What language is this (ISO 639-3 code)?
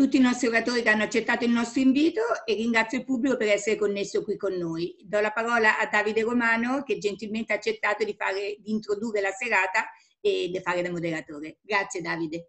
ita